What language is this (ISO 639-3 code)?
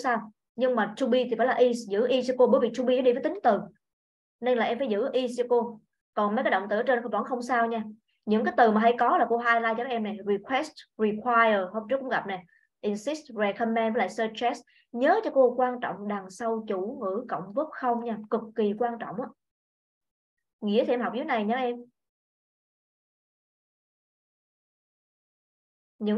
vie